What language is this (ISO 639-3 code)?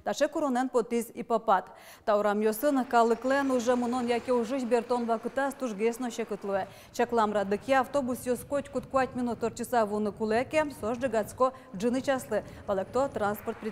udm